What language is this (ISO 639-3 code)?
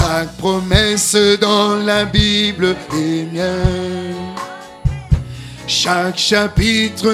fra